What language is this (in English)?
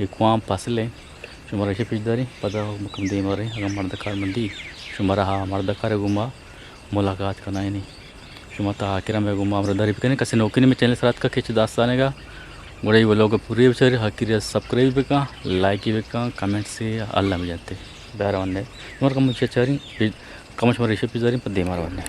Eastern Balochi